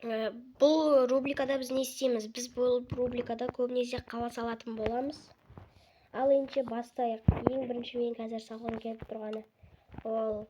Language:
Kazakh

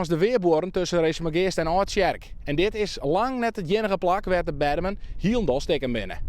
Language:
Western Frisian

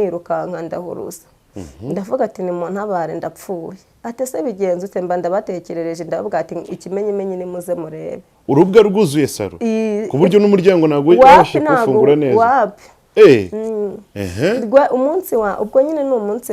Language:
Kinyarwanda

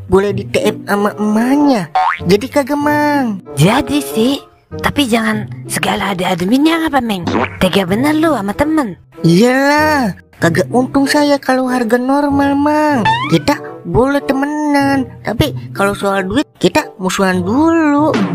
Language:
Betawi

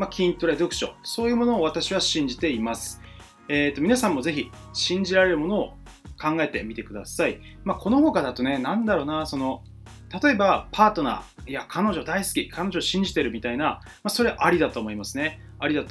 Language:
Japanese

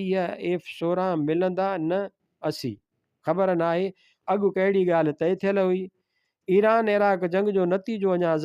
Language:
Sindhi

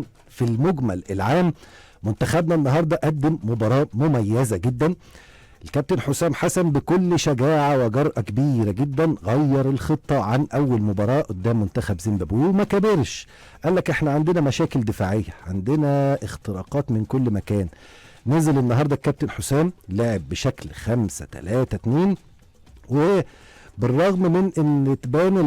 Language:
Egyptian Arabic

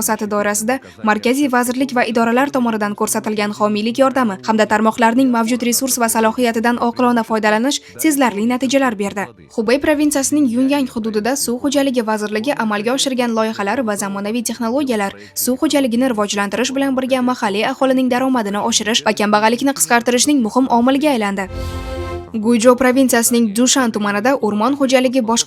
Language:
Uzbek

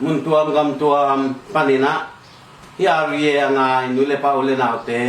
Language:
Tedim Chin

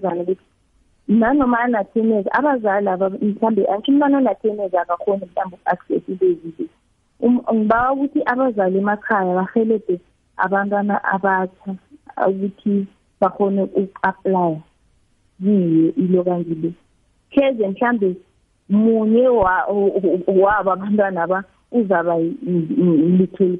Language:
South Ndebele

